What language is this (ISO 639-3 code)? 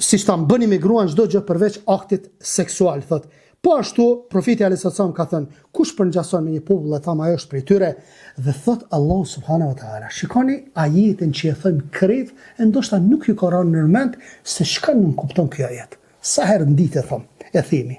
sqi